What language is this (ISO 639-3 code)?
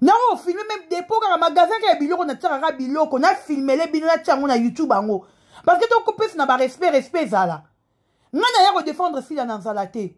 lin